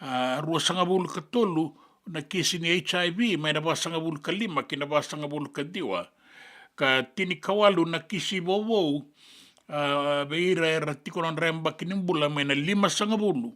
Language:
Fijian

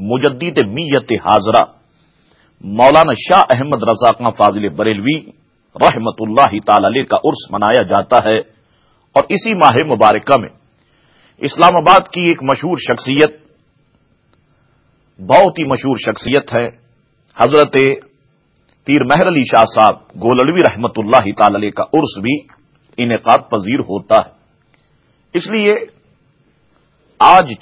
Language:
Urdu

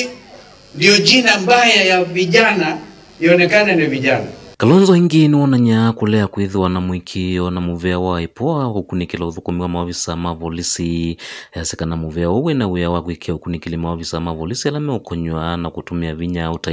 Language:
Kamba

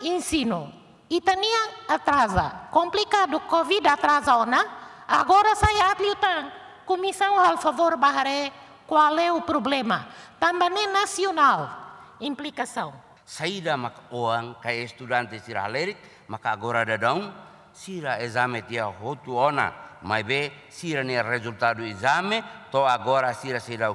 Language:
Tetum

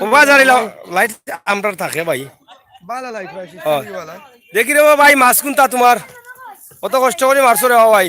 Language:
Sylheti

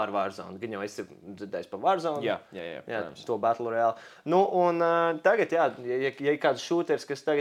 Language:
Latvian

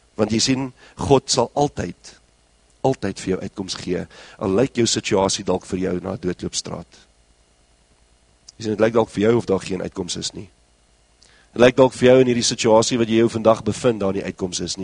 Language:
Afrikaans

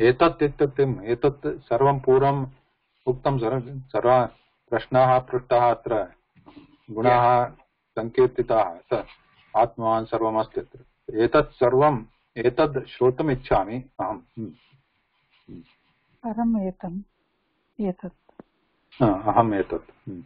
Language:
Sanskrit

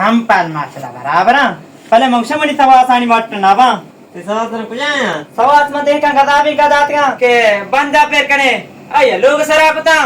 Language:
Baluchi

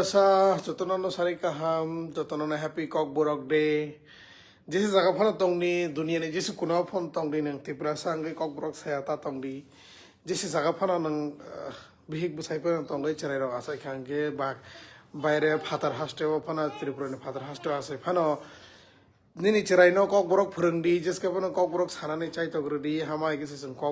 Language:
Kok Borok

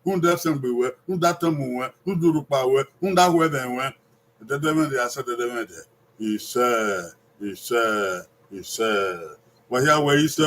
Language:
Bini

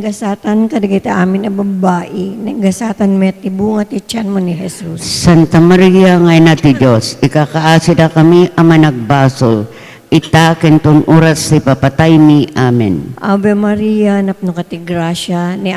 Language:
Iloko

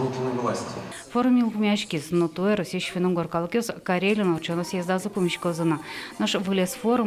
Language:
Udmurt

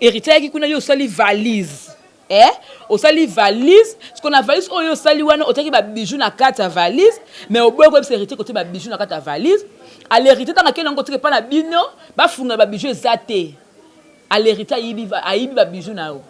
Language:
Lingala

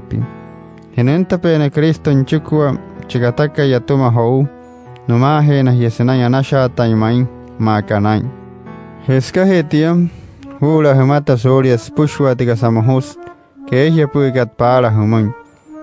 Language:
Wayuu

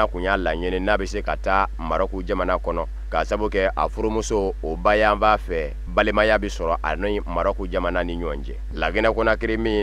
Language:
Bambara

